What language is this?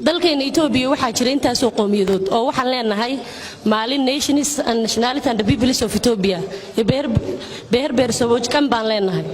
Somali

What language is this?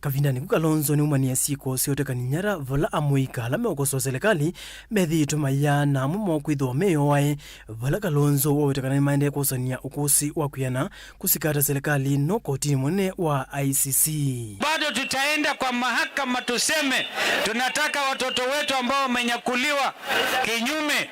Kamba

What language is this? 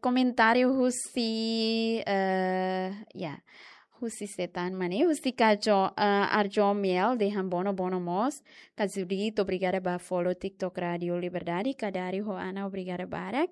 Tetum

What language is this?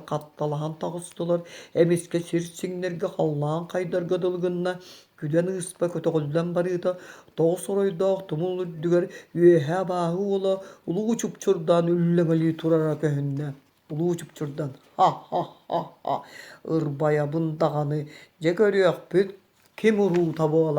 Yakut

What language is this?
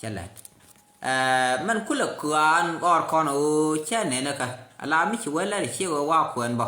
Nuer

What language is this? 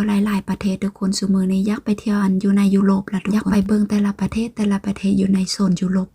Lao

